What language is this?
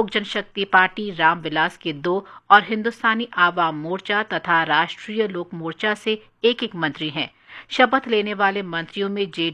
Hindi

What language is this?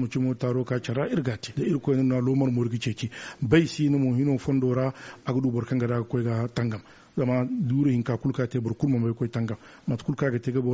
Zarma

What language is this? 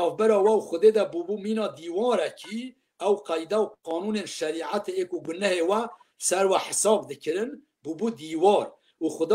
Kurdish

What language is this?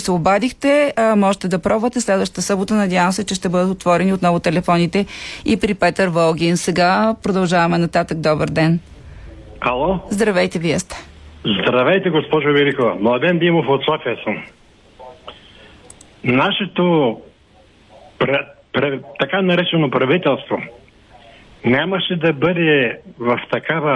Bulgarian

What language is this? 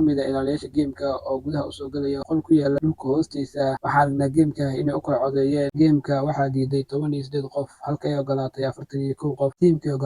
Somali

